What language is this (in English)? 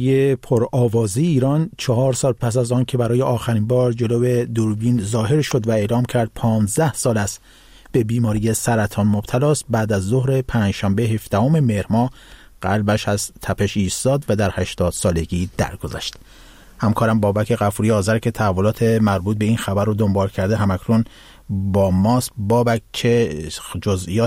Persian